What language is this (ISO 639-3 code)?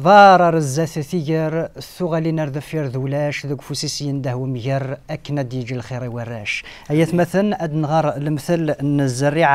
kab